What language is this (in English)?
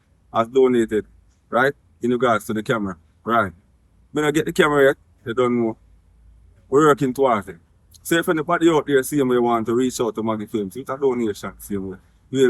Jamaican Creole English